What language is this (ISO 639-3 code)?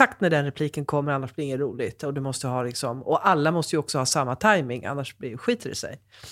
swe